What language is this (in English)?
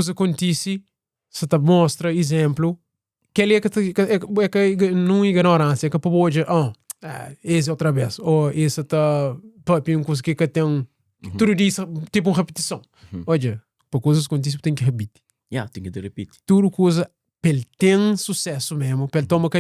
Kabuverdianu